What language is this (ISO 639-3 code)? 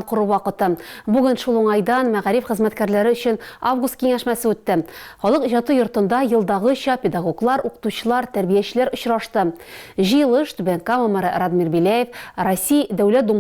tat